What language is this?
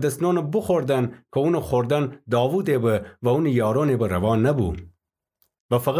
Gilaki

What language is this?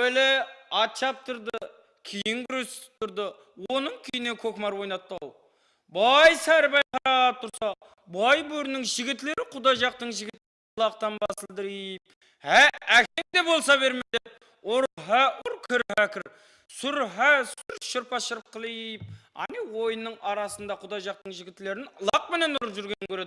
Kara-Kalpak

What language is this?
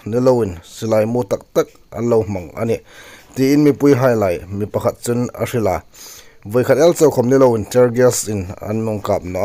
Hmar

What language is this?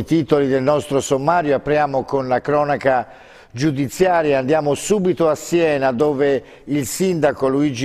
Italian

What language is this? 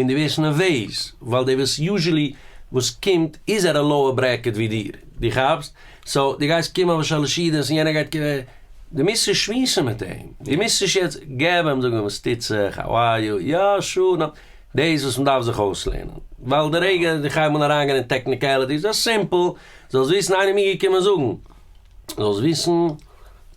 Yiddish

